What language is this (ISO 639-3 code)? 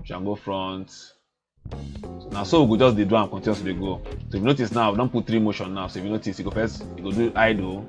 pcm